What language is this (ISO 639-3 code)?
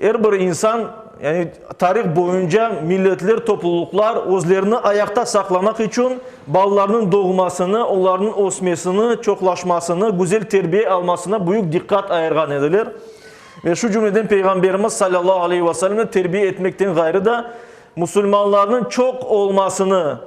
crh